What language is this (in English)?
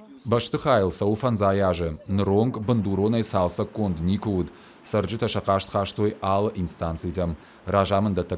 Ossetic